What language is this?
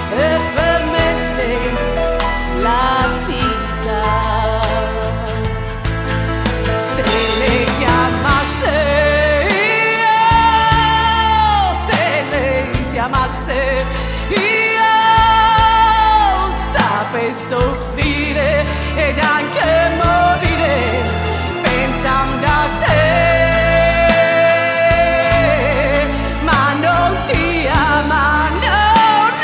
Italian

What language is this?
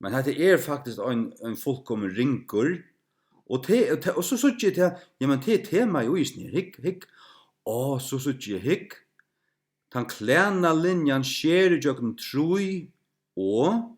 Faroese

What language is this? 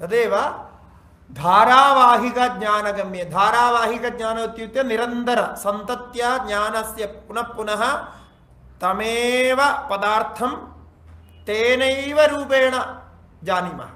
Sanskrit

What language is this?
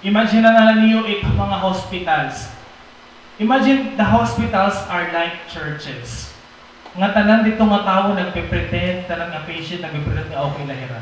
Waray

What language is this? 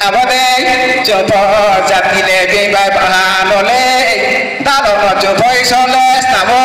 Riang (India)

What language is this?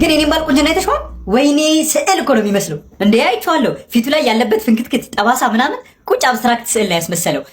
Amharic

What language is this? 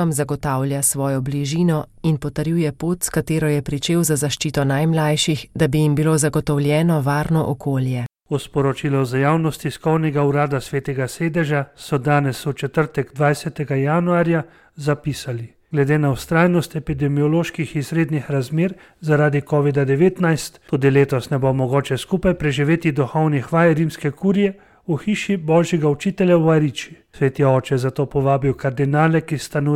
Slovenian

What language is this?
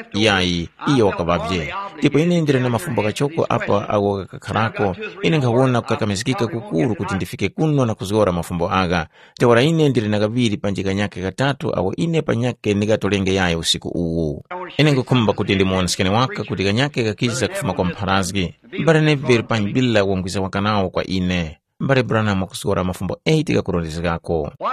Tumbuka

